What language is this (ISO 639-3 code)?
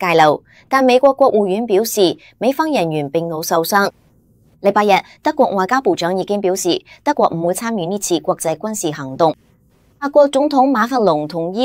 yue